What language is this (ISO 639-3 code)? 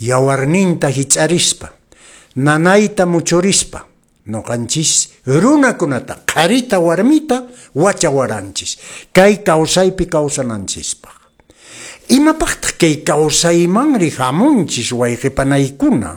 que